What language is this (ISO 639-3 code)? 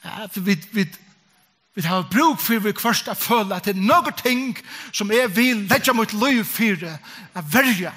fao